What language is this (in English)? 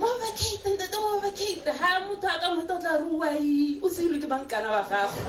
Tswana